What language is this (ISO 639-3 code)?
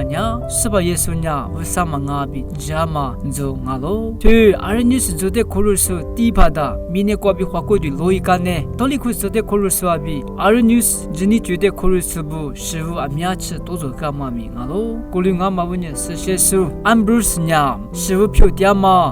lis